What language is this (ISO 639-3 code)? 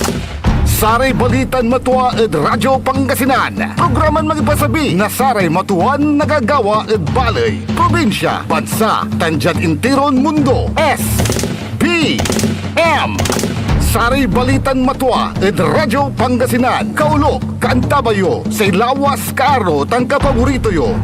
pag